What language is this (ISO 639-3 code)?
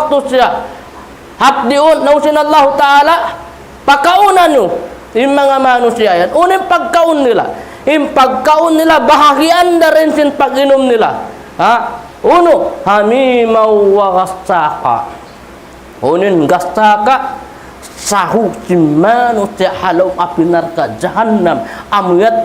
tsg